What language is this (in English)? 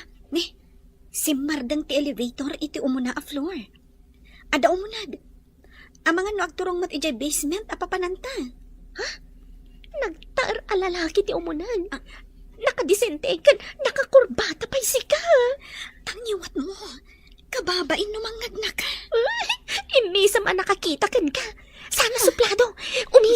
Iloko